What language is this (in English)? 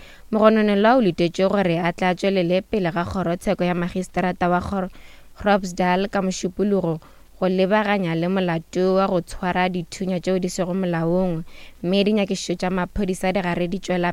Northern Sotho